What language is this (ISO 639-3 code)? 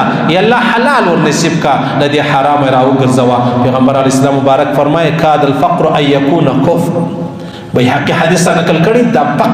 pus